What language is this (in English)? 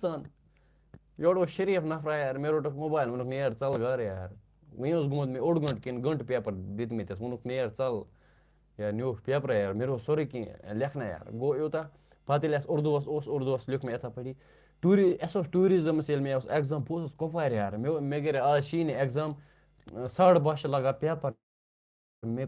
Kashmiri